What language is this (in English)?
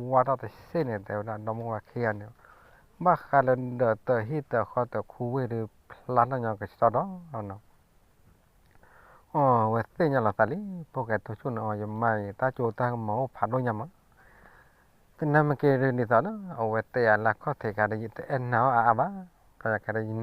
S'gaw Karen